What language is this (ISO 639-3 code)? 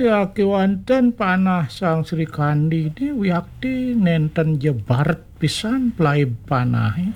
ban